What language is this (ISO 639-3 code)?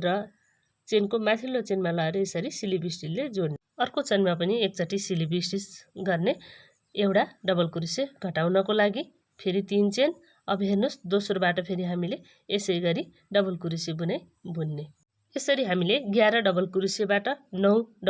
nep